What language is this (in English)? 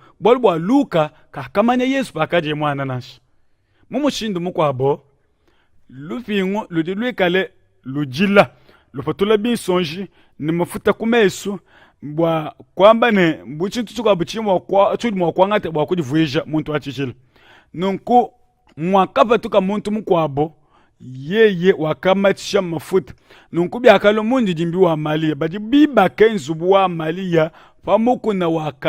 Luba-Lulua